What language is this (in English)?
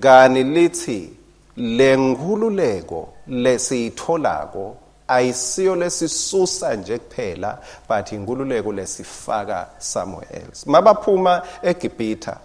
Swati